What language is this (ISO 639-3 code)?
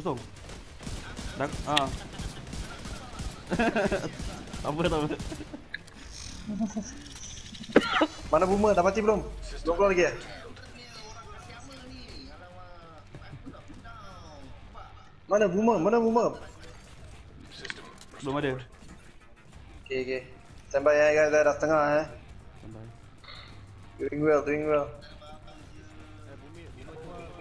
msa